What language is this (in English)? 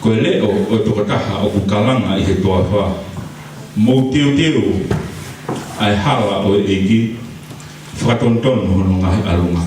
Tongan